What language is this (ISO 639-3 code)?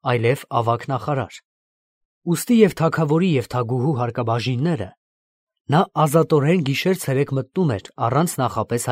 hye